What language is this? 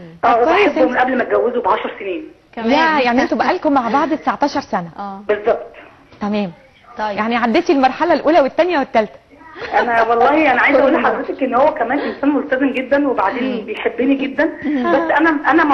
Egyptian Arabic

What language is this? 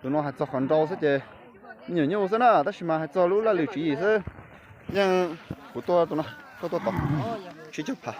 Hmong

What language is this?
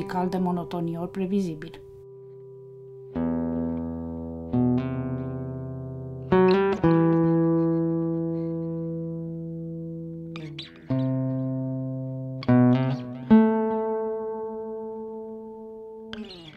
Romanian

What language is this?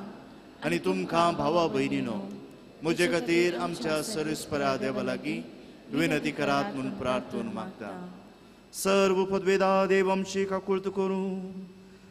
Konkani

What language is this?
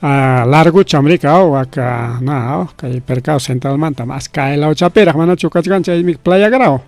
Ayacucho Quechua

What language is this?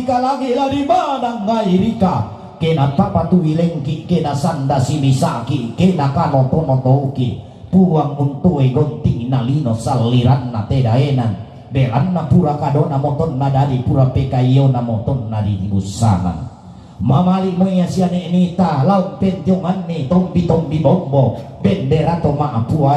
Toraja-Sa'dan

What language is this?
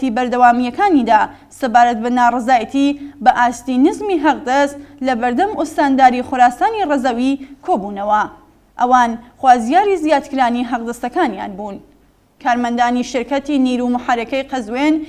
Central Kurdish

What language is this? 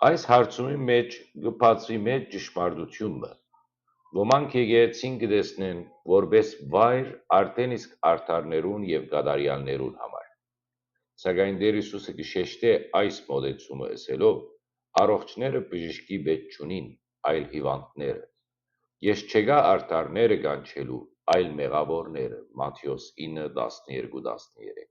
Western Armenian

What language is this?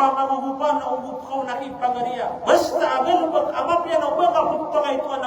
Maranao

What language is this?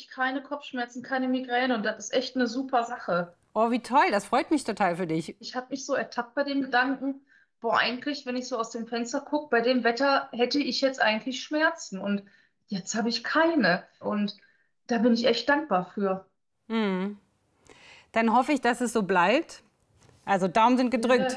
German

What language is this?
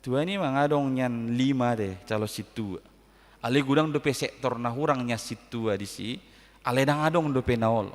Batak Toba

